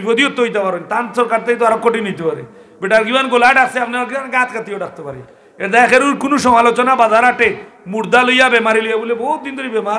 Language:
Sylheti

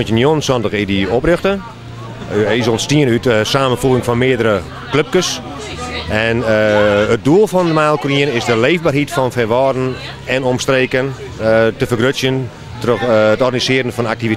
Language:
Western Frisian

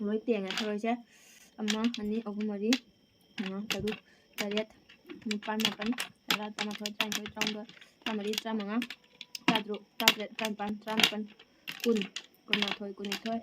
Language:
Manipuri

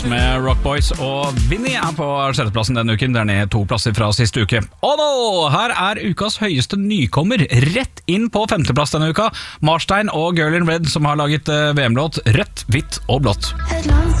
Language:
Norwegian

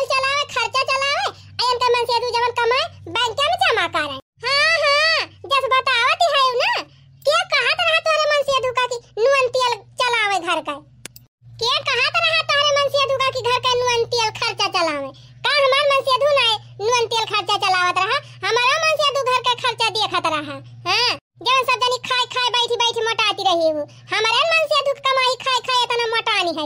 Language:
Awadhi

